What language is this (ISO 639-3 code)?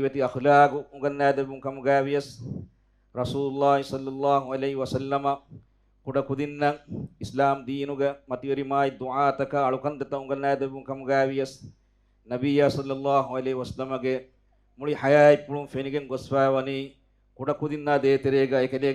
div